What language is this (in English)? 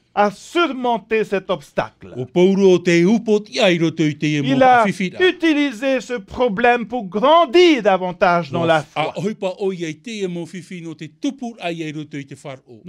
Tahitian